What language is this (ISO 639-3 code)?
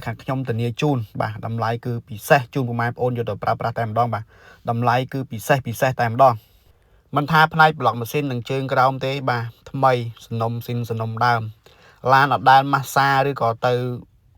khm